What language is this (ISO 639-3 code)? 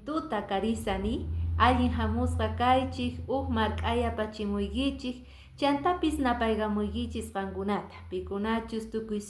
que